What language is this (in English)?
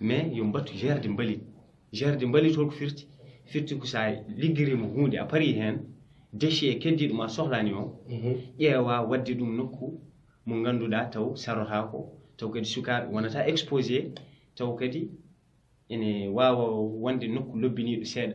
Fula